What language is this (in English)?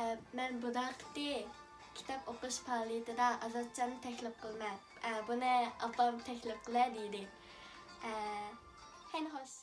Uyghur